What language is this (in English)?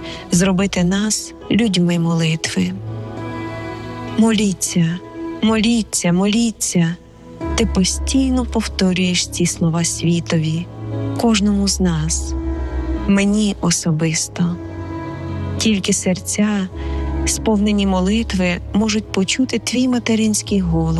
Ukrainian